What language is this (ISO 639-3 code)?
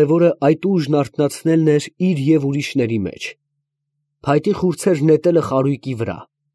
hye